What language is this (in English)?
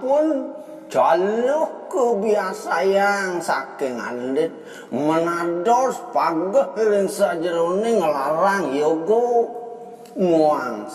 Balinese